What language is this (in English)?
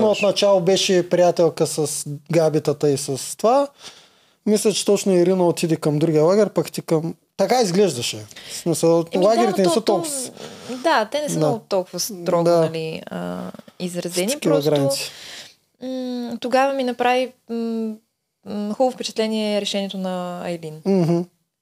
Bulgarian